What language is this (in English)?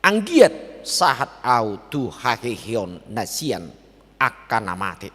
Batak Toba